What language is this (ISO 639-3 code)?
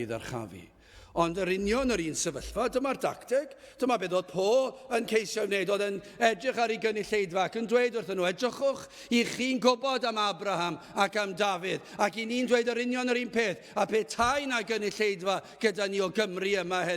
cym